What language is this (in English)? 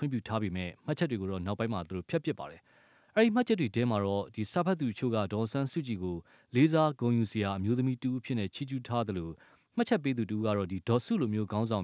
Burmese